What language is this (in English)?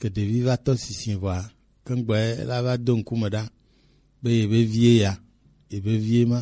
Gen